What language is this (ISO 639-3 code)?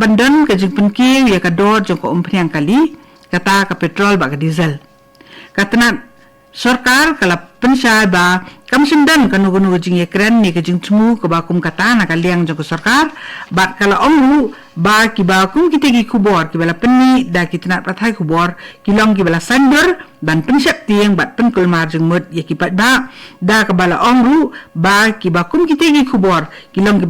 kha